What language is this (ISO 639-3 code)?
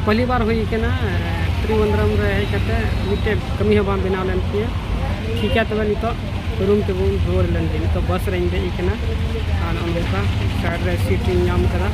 sat